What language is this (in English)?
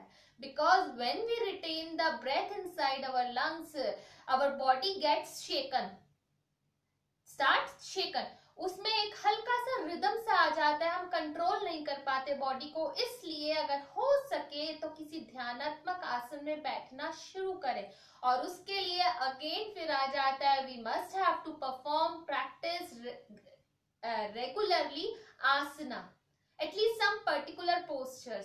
Hindi